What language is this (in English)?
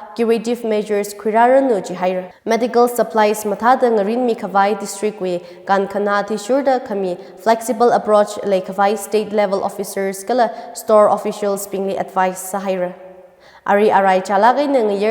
Tangkhul Naga (India)